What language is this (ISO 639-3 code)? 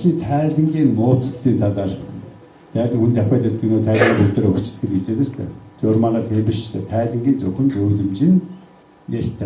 mon